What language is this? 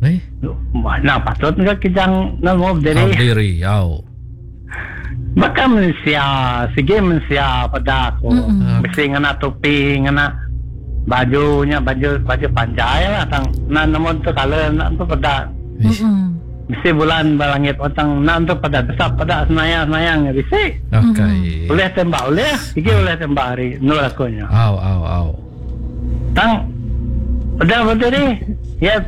Iban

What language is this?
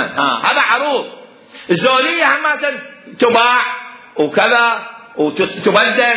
Mesopotamian Arabic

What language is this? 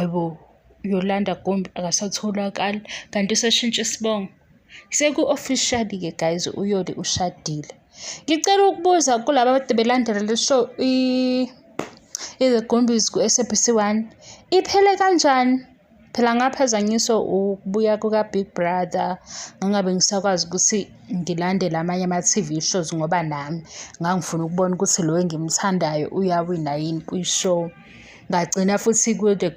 Zulu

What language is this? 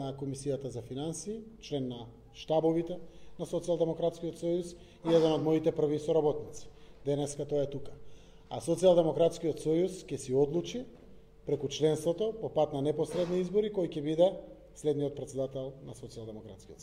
Macedonian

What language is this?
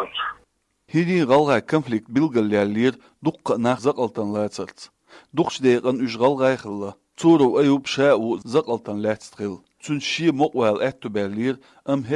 Chechen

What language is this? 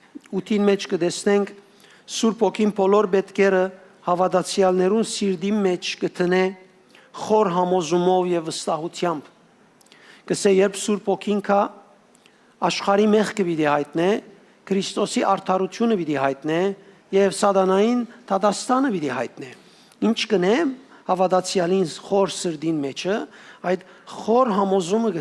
Western Armenian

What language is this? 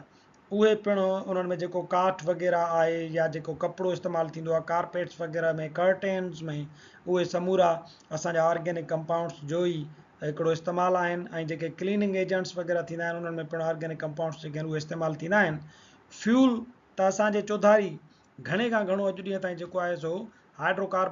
Sindhi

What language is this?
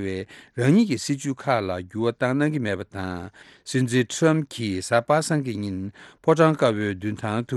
Tibetan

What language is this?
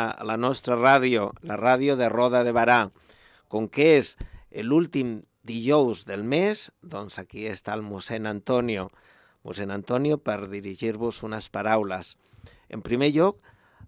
Catalan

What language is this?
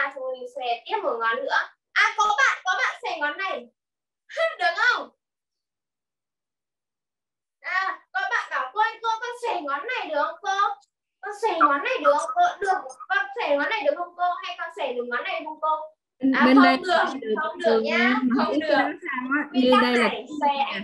Vietnamese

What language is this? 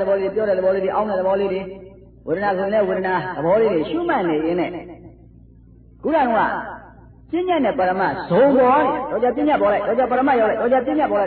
Burmese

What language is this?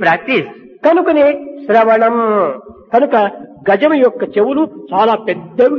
Telugu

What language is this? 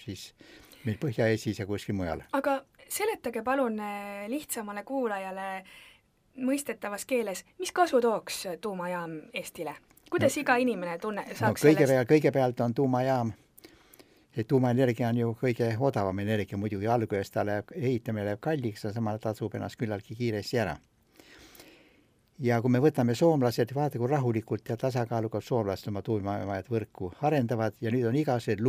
Estonian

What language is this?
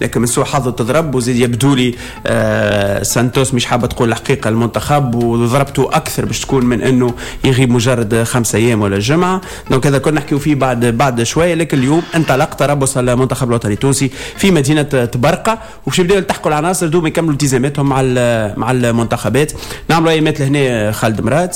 Tunisian Arabic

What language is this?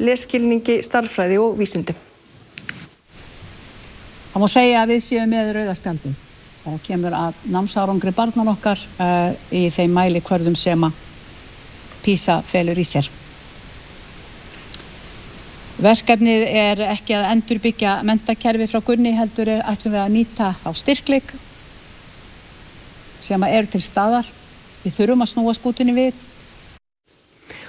Icelandic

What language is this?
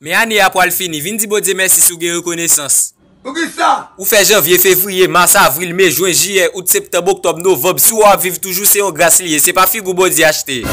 Haitian Creole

